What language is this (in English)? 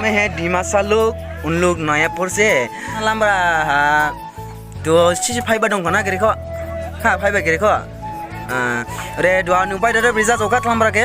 Dimasa